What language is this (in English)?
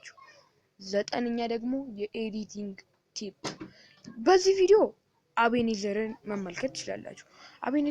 Amharic